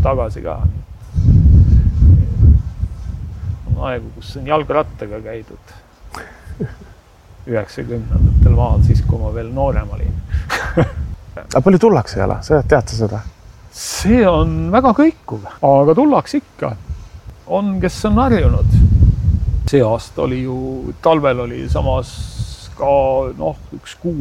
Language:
Estonian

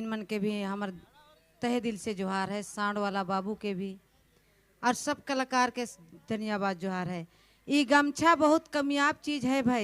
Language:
Sadri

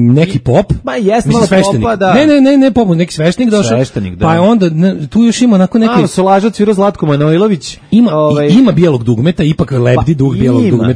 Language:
Serbian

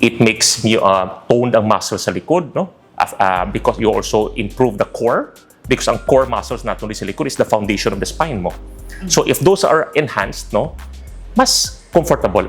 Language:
Hiligaynon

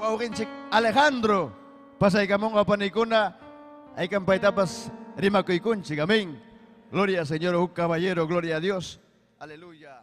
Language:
Ayacucho Quechua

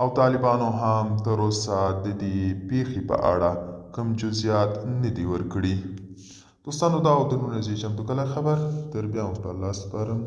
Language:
Pashto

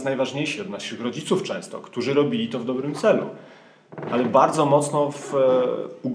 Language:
Polish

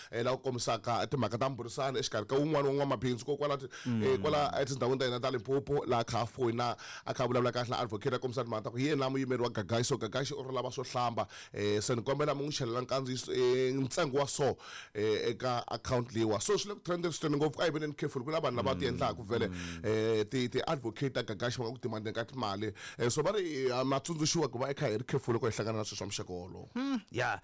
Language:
Tsonga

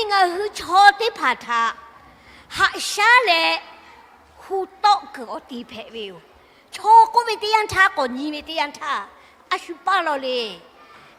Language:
Lahu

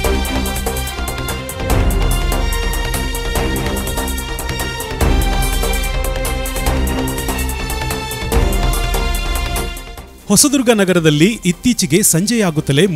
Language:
Kannada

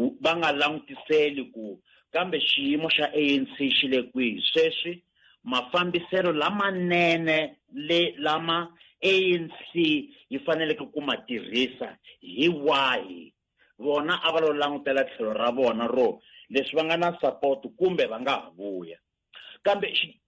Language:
Tsonga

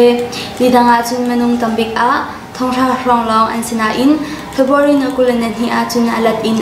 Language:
Hakha Chin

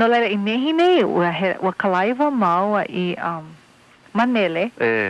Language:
Hawaiian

